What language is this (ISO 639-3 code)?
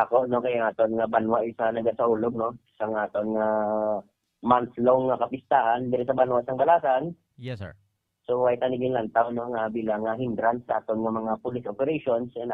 hil